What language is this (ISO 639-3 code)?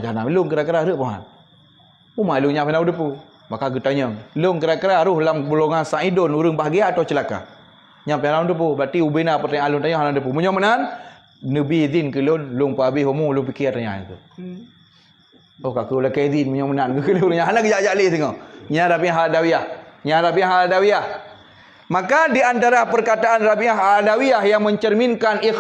ace